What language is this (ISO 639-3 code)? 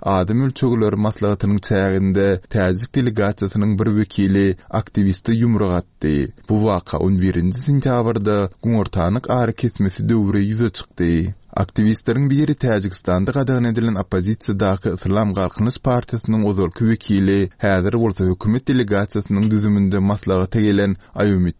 tuk